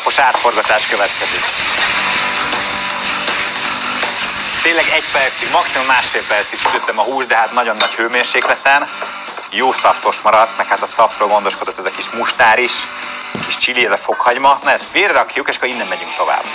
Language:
Hungarian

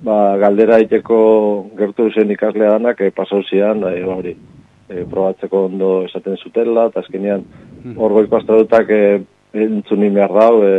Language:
Basque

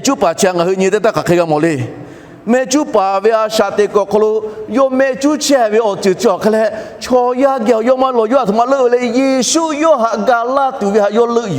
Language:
Lahu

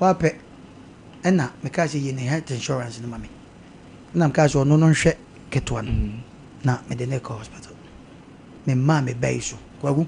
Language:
Akan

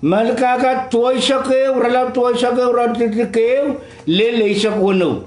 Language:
Pohnpeian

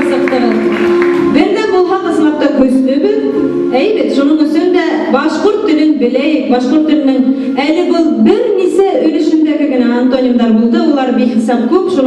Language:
Bashkir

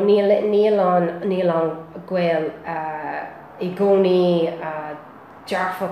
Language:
Irish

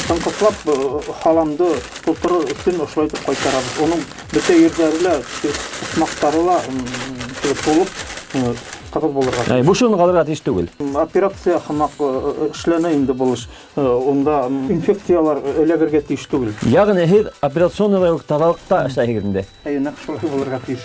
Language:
Bashkir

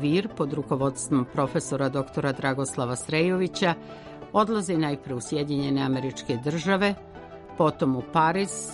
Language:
Serbian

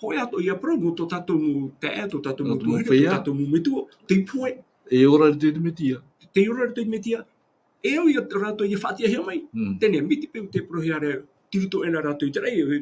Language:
Tahitian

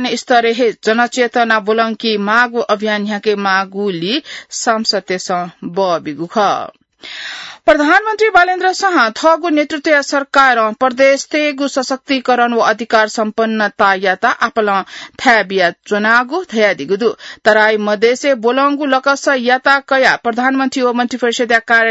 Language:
Newari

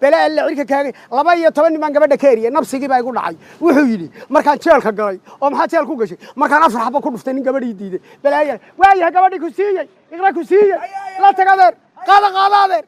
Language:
Somali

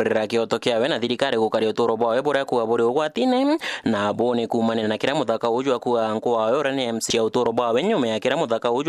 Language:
Meru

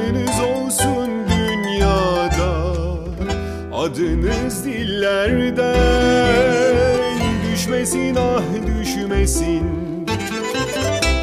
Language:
Turkish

